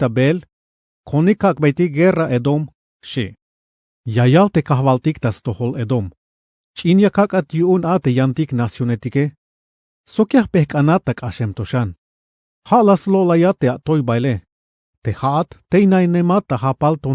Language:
Tzeltal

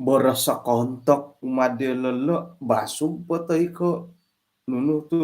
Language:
Central Dusun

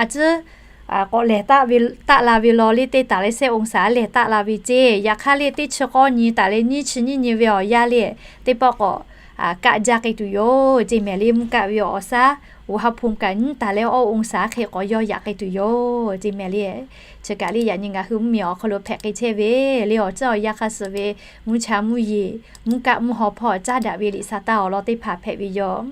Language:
Lahu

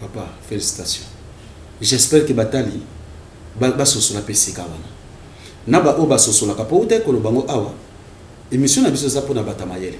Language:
Lingala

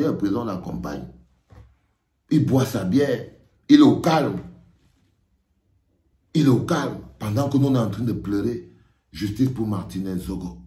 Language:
French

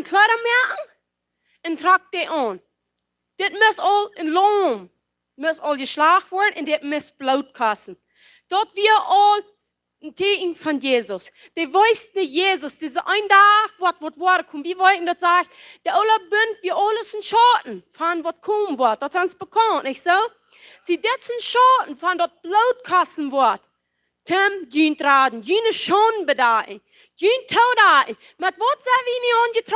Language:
Plautdietsch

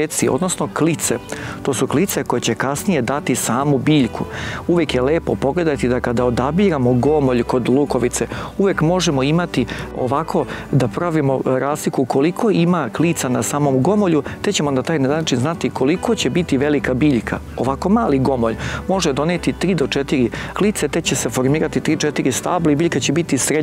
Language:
Serbian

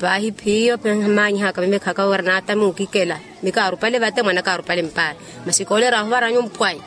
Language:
Makhuwa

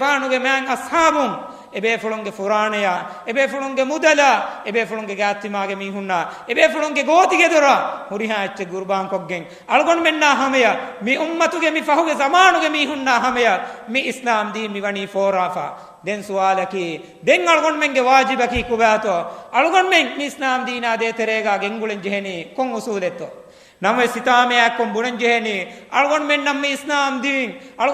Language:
Divehi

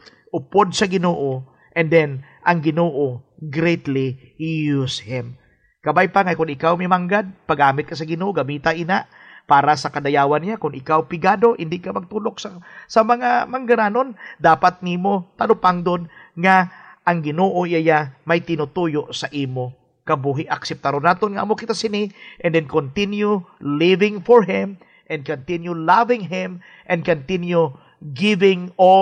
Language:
Hiligaynon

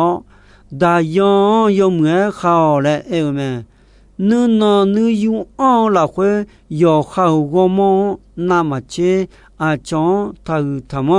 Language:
Akha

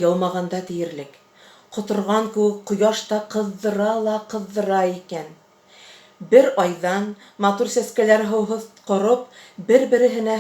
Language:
Bashkir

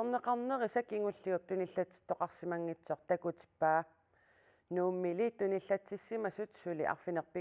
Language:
Kalaallisut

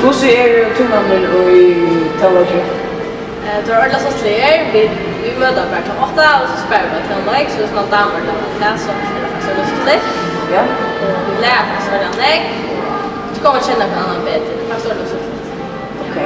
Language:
Faroese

